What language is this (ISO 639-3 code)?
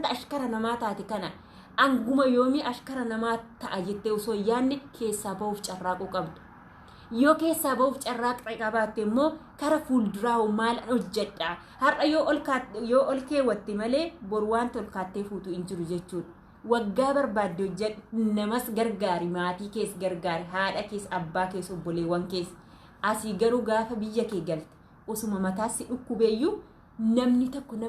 orm